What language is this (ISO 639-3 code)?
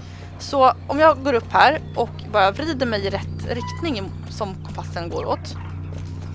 swe